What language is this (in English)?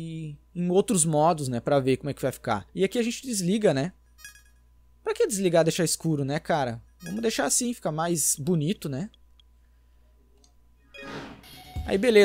Portuguese